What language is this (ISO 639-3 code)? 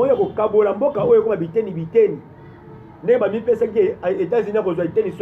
lin